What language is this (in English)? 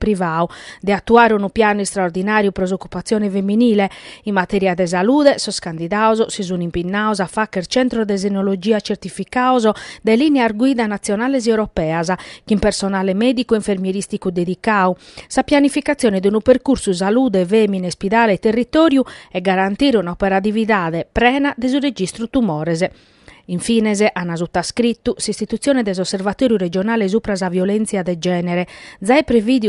Sardinian